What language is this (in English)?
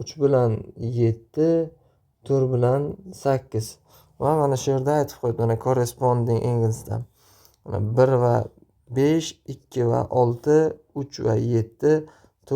Uzbek